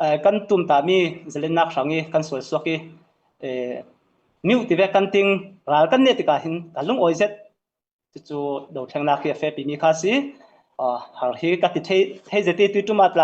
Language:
Falam Chin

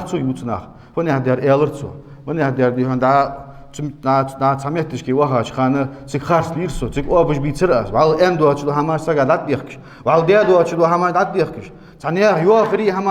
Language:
Ingush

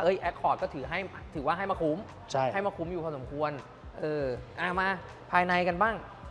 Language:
Thai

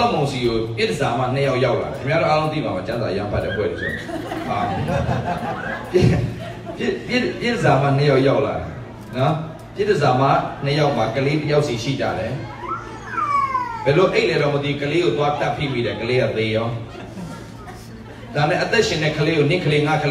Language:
Burmese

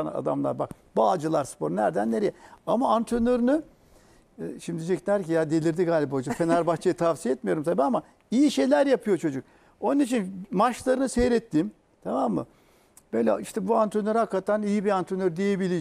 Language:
Turkish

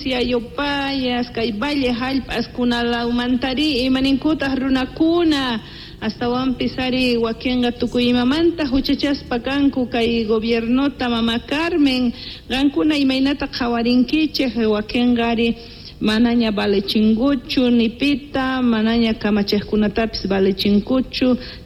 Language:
South Bolivian Quechua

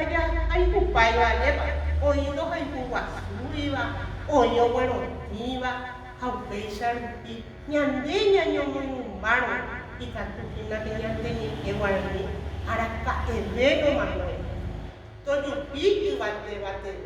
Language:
Guarani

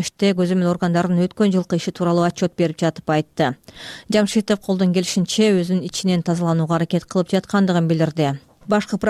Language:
Kyrgyz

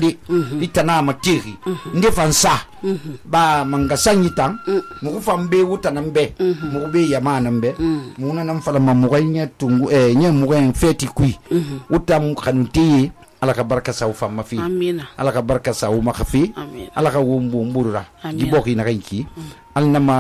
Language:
Susu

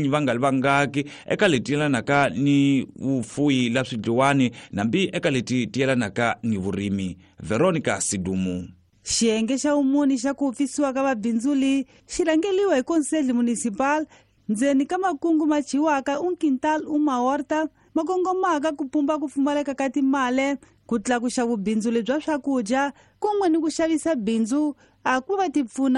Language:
Tsonga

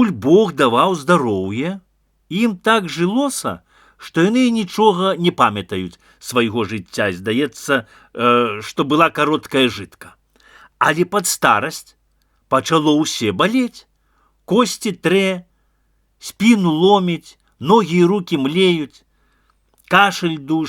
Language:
Belarusian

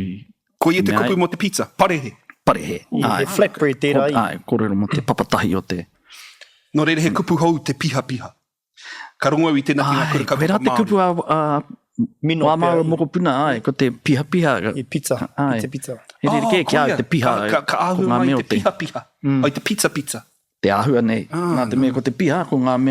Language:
Māori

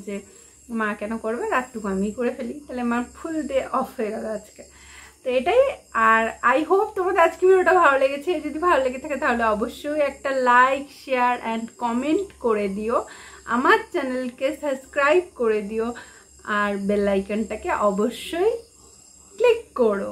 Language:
Bangla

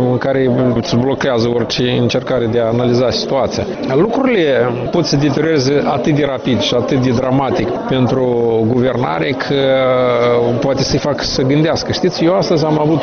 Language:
Romanian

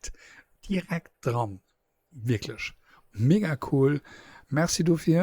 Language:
Luxembourgish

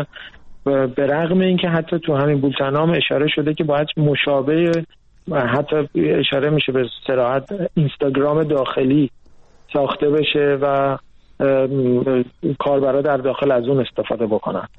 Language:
Persian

